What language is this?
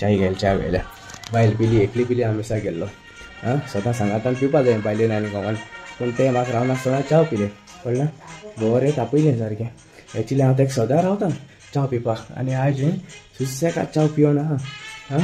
Konkani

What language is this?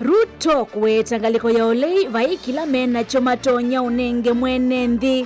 Kamba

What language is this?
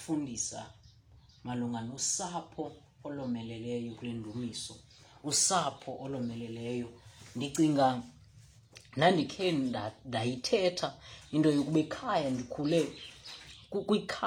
Xhosa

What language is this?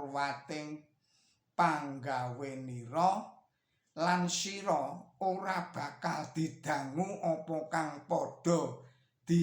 Javanese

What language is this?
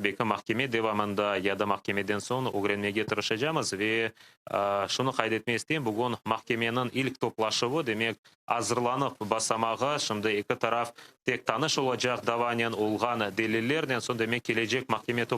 Crimean Tatar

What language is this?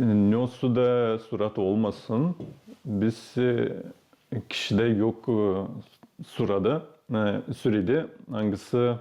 Gagauz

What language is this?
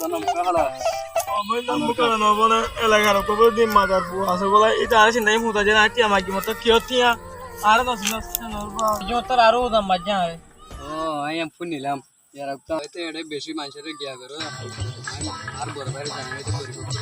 Rohingya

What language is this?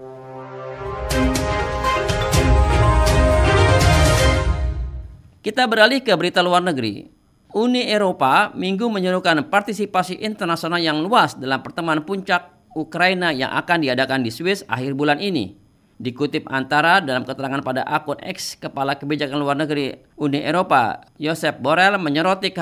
Indonesian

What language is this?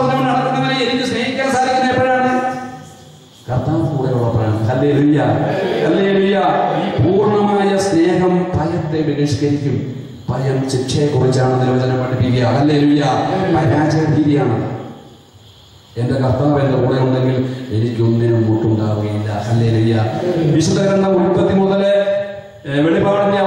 Malayalam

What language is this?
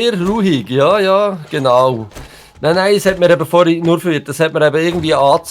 Swiss German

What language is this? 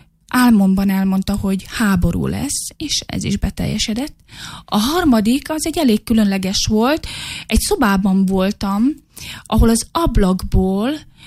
Hungarian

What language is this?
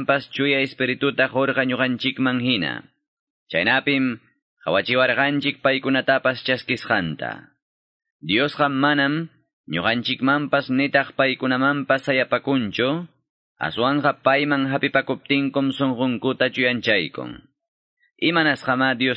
Quechua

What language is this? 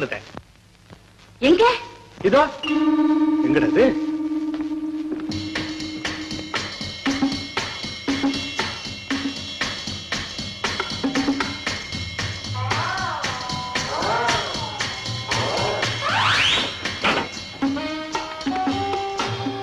Tamil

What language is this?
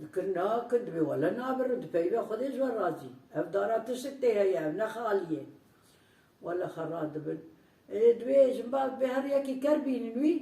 Kurdish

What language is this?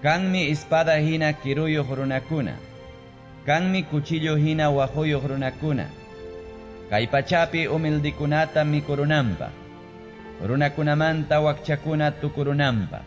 Ayacucho Quechua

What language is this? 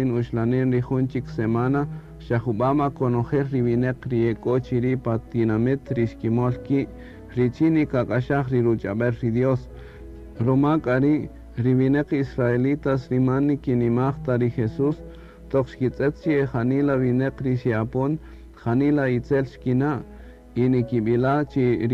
Kaqchikel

